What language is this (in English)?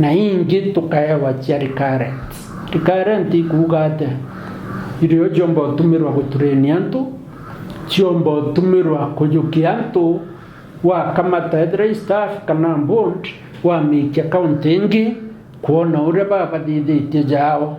Meru